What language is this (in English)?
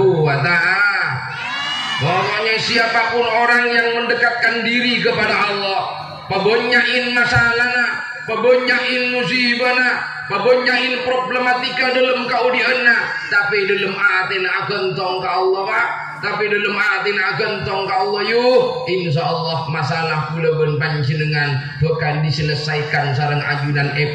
Madurese